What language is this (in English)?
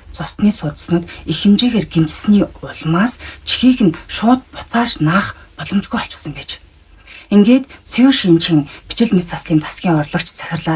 Mongolian